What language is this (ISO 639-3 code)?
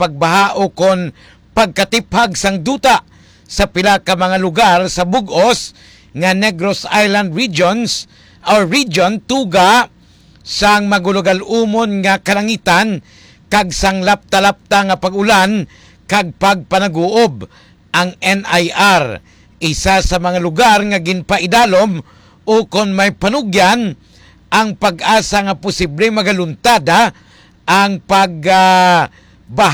hil